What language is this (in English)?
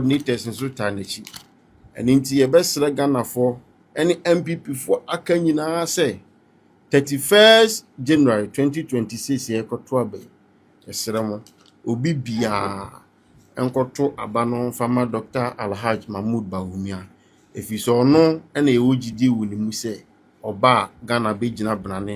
Akan